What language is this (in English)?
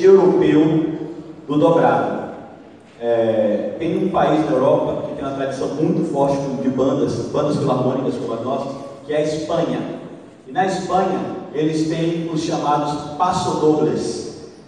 Portuguese